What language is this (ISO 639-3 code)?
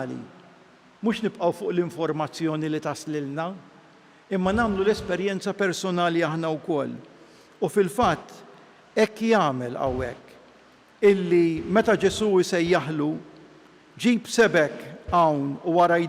mlt